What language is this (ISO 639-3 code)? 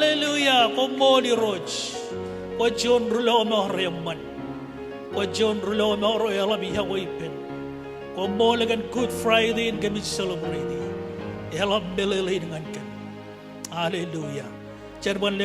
mah